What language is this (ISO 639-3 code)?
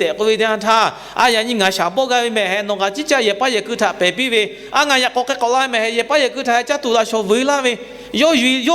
lhu